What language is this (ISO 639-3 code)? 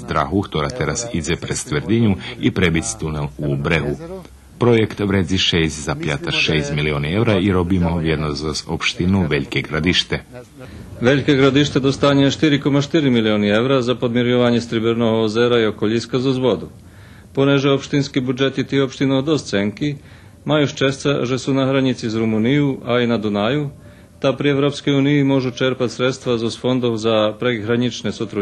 rue